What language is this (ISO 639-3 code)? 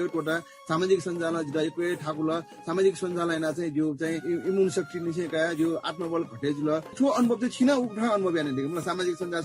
new